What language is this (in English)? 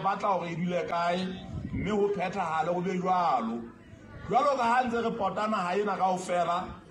Southern Sotho